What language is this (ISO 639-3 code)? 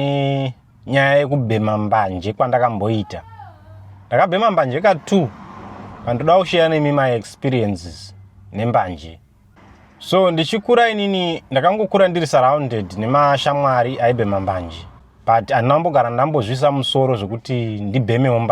sna